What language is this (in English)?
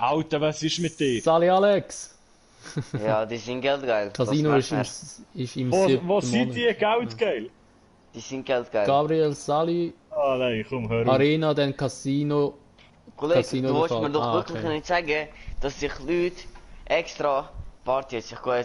Swiss German